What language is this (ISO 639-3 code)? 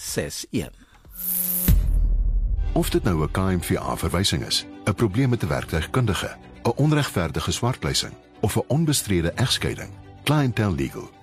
afr